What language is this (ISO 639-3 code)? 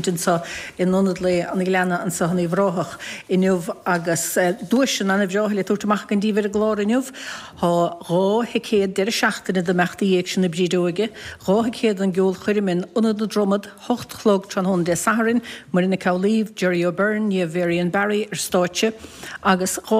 gle